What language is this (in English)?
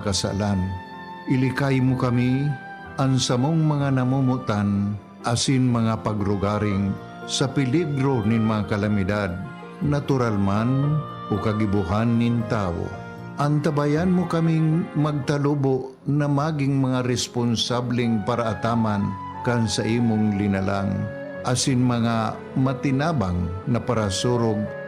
Bikol